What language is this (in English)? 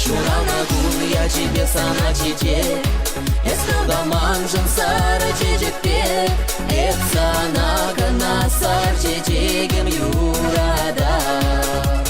Chuvash